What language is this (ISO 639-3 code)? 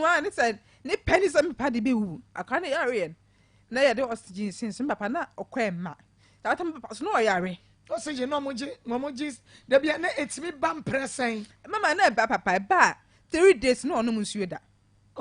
aka